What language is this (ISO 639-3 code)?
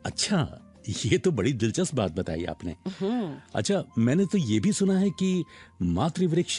hin